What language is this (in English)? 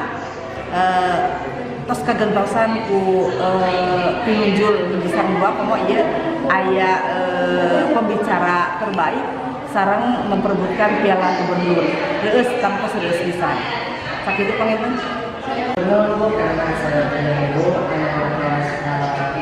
Sundanese